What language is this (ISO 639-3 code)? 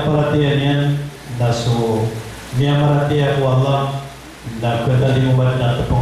mrw